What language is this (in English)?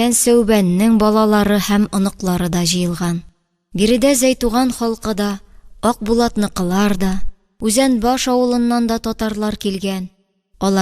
Tatar